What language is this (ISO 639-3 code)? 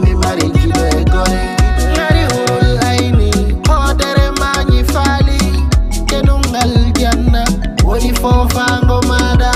ful